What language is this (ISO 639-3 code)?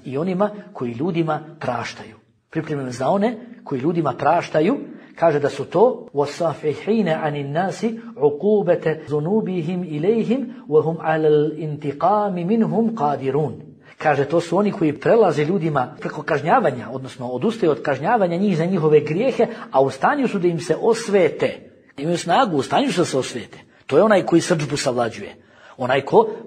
bos